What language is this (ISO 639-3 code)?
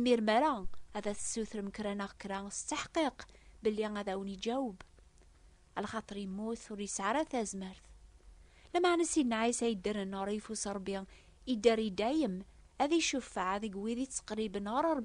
kab